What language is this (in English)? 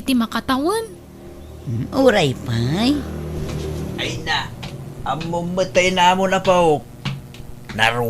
Iloko